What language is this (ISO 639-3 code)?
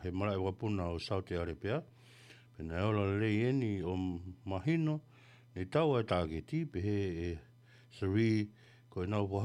ton